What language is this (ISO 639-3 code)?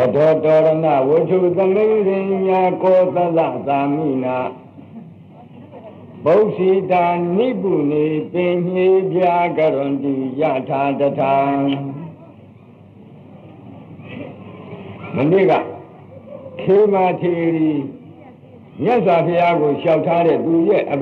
mya